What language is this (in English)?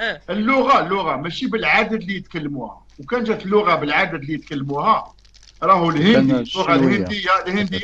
Algerian Arabic